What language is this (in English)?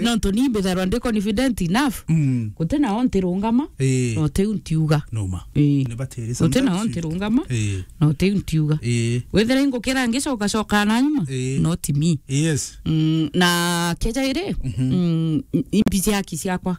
Meru